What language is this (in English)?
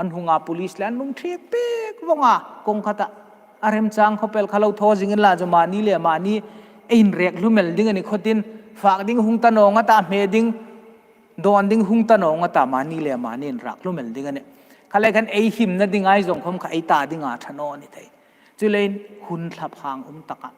Hmar